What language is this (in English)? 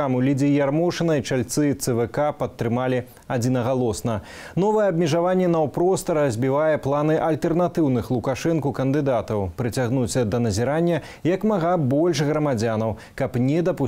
Belarusian